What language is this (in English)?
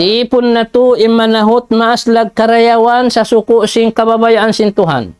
Tausug